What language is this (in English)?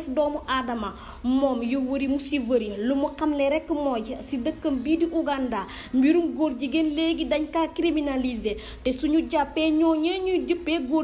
Wolof